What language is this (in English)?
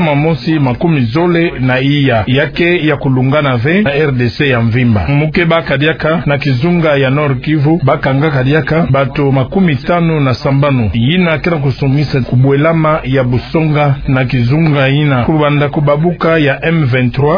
Kituba (Democratic Republic of Congo)